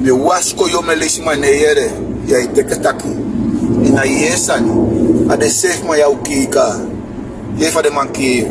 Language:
Sranan Tongo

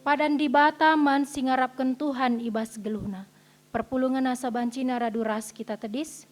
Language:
Batak Karo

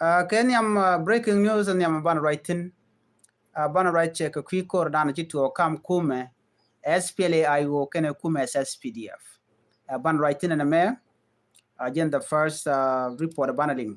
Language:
Nuer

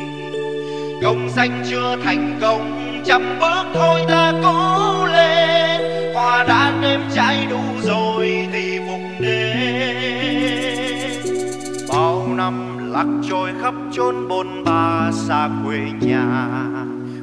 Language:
Vietnamese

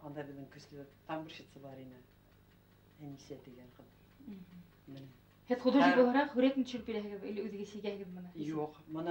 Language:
Bashkir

